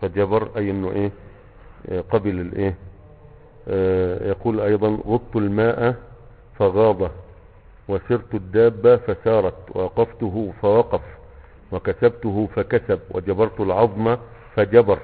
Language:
Egyptian Arabic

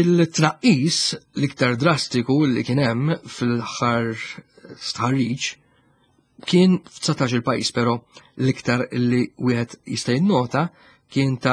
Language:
Maltese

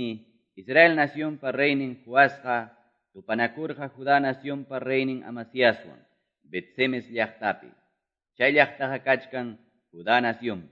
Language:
Quechua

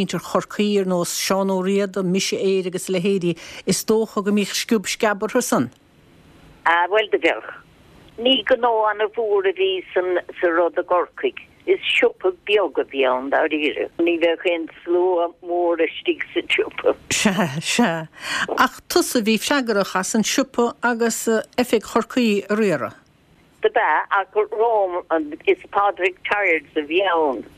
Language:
Irish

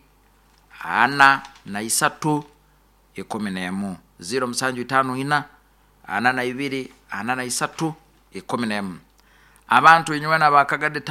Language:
Nyoro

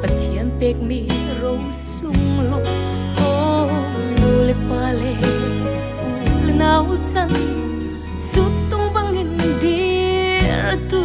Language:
Hakha Chin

